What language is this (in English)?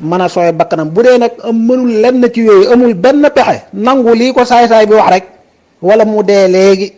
Wolof